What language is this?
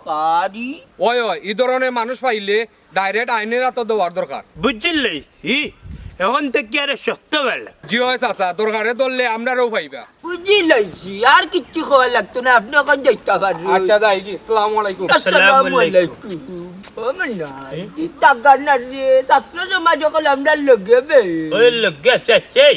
Sylheti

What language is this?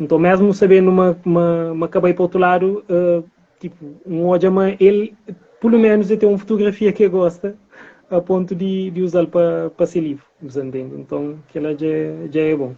Kabuverdianu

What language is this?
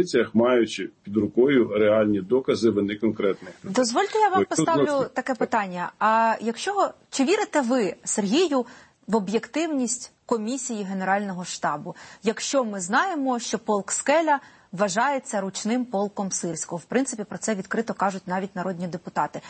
Ukrainian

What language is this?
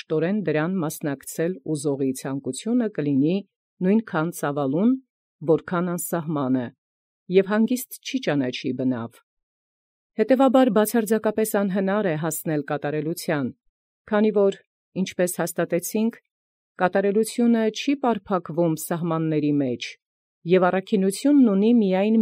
Armenian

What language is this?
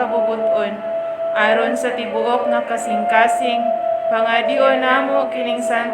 Cebuano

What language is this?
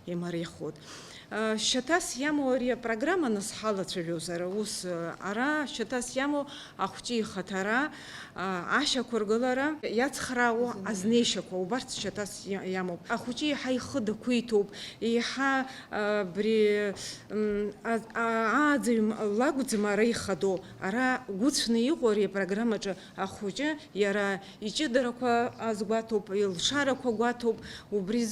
Abkhazian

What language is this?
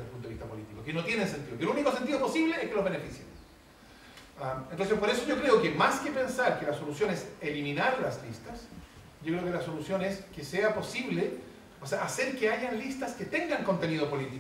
Spanish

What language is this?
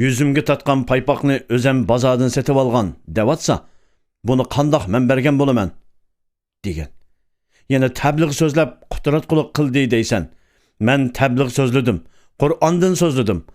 Uyghur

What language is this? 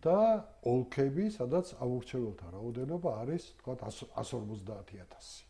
Georgian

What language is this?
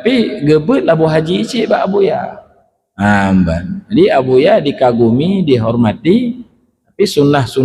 Achinese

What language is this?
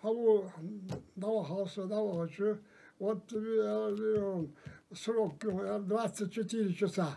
Ingush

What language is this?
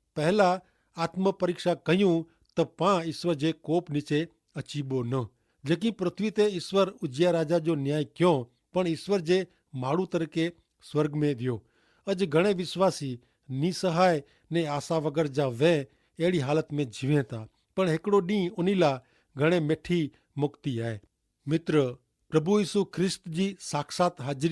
Kachhi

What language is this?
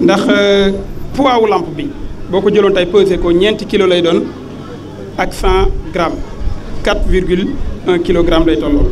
Wolof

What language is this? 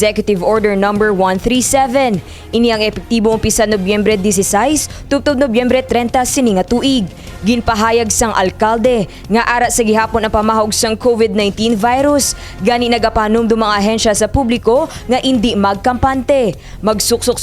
Hiligaynon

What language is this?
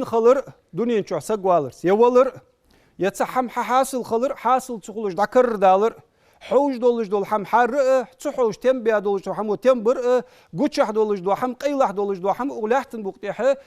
Ingush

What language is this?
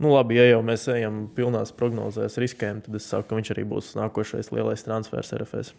Latvian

